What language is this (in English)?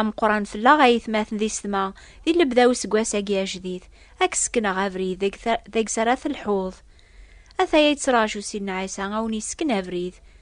Kabyle